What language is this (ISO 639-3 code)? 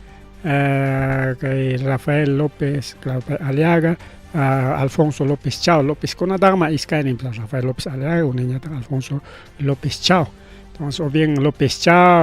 quy